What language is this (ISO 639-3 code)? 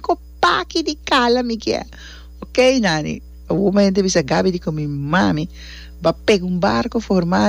pap